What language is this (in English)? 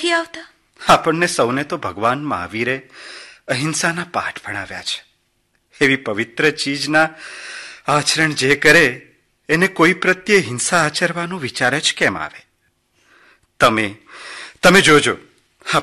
Gujarati